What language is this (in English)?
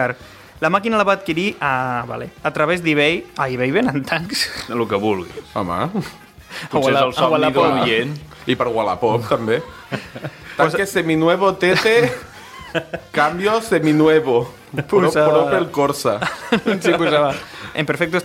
Catalan